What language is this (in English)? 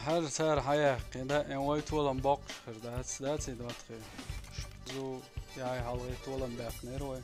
Chechen